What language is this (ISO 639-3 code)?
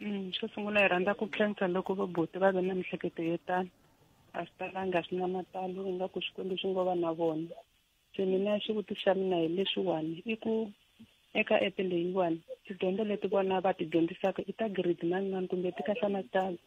tso